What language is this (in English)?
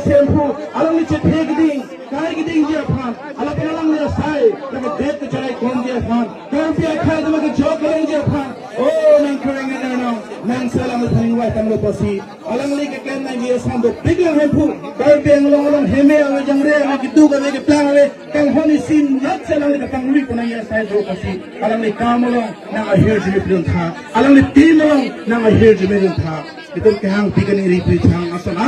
Karbi